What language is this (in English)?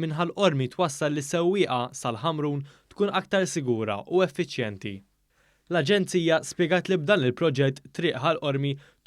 Maltese